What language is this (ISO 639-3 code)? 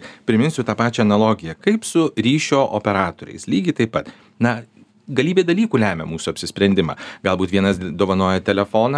lit